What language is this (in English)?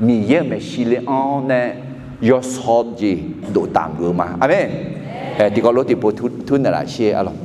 Akha